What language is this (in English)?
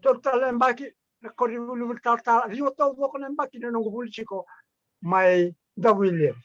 Fijian